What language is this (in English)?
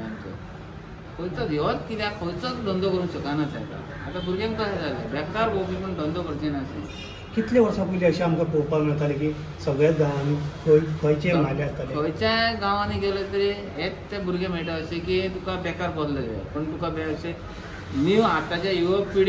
Konkani